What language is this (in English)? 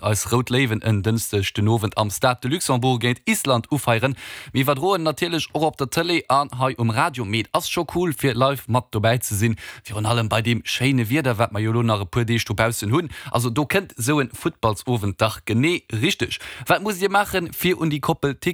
Luxembourgish